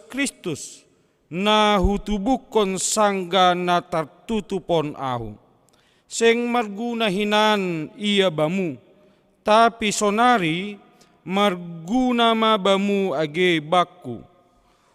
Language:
Batak Simalungun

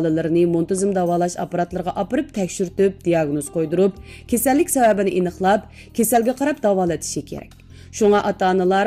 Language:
Uyghur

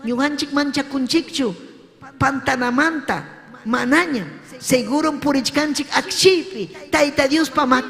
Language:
Ayacucho Quechua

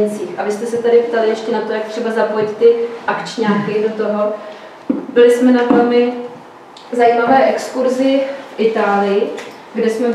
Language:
Czech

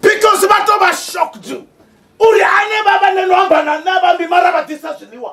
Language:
Venda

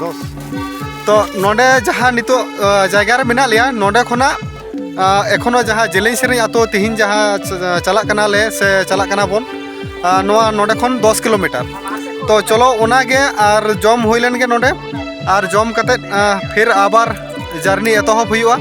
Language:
Santali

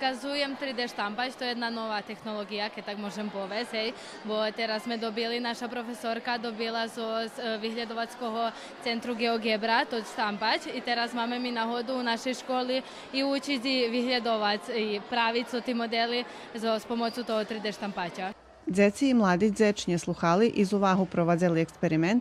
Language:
Rusyn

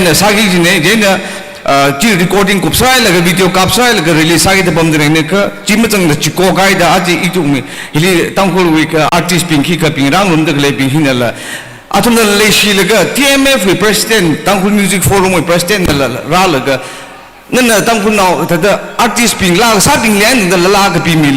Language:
Tangkhul Naga (India)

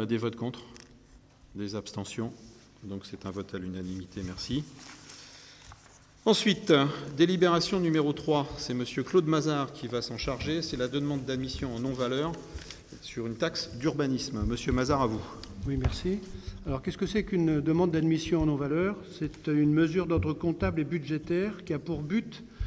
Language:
French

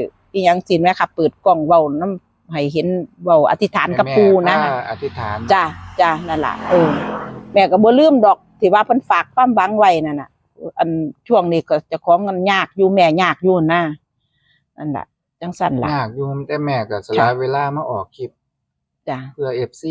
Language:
Northeastern Thai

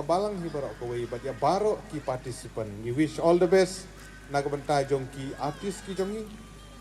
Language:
Khasi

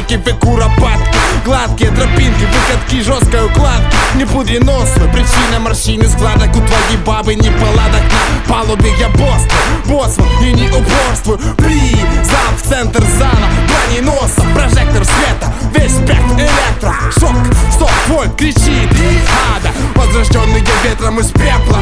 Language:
Russian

